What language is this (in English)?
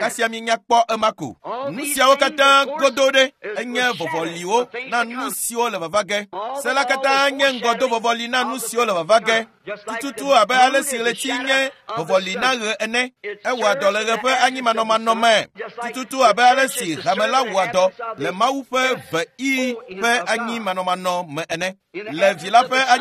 Ewe